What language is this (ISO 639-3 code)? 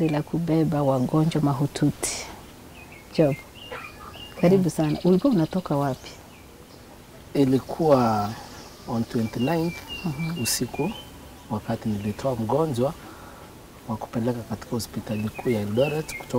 swa